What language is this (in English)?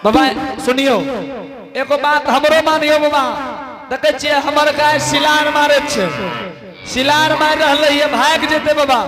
Angika